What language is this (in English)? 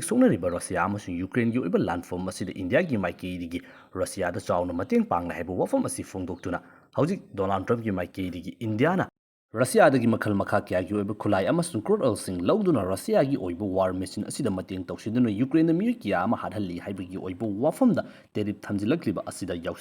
Manipuri